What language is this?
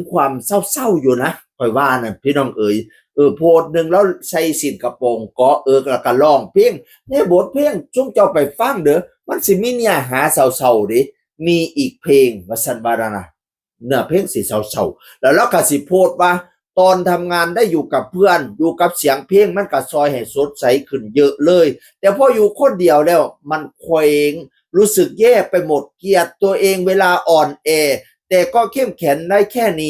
Northeastern Thai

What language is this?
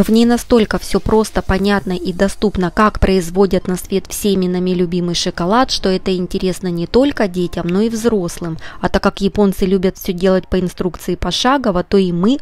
Russian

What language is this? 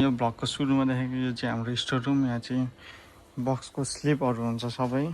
Nepali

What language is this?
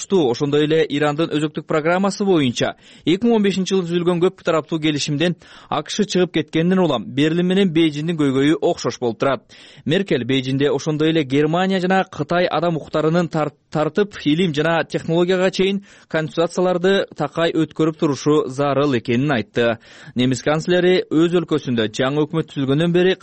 Kyrgyz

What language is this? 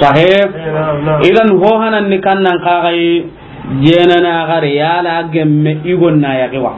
Soninke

